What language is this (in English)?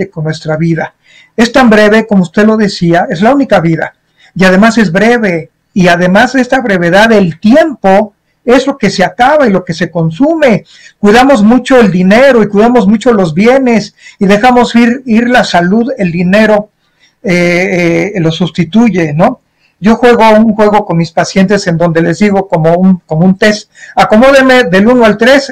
Spanish